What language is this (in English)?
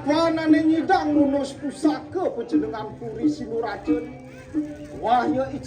Balinese